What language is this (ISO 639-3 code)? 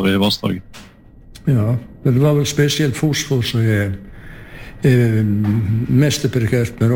nor